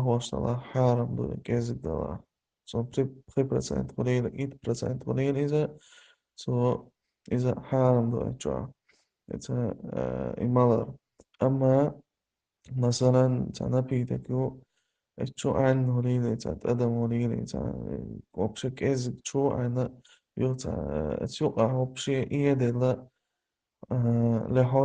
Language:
Chechen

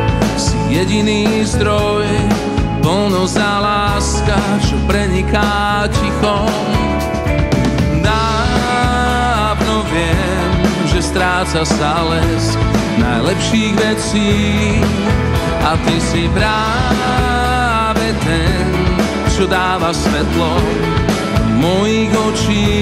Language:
Slovak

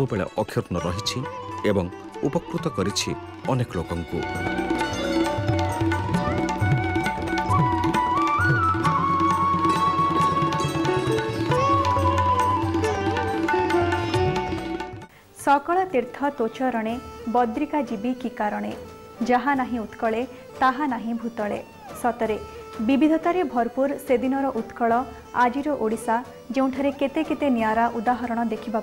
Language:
Odia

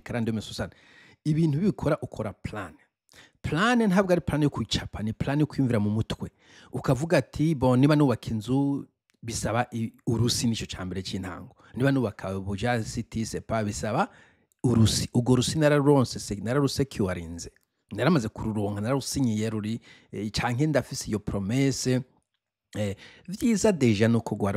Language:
Rundi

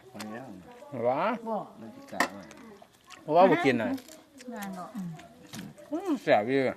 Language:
Lao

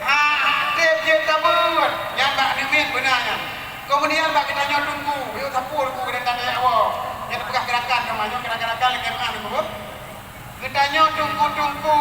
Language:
Achinese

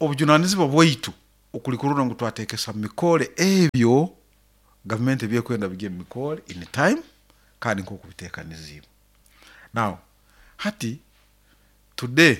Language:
Nyoro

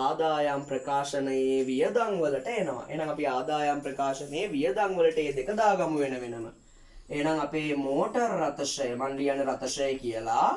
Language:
Sinhala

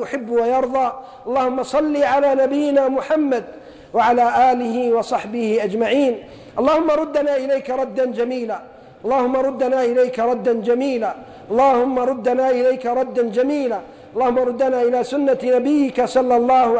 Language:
Arabic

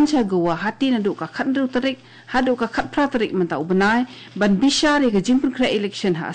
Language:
Khasi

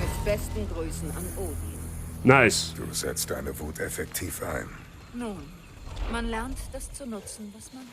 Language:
Bavarian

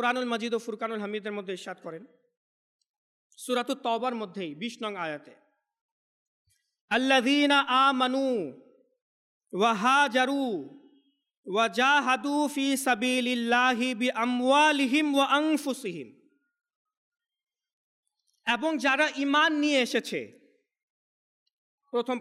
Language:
Bangla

